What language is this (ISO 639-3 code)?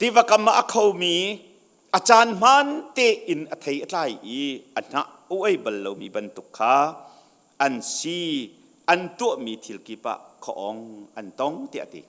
cnh